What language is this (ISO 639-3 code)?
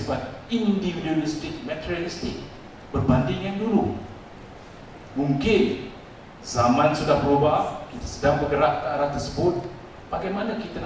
msa